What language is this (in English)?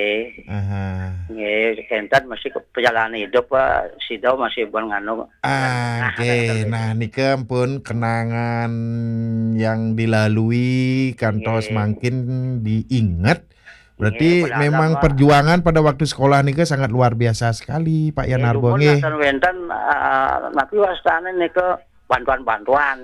Balinese